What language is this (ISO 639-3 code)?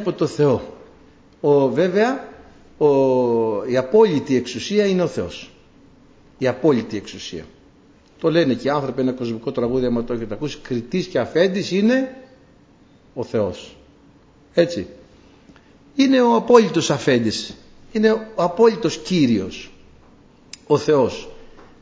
ell